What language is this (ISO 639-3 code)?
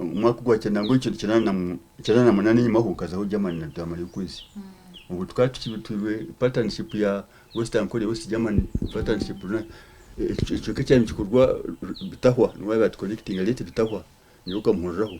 nyn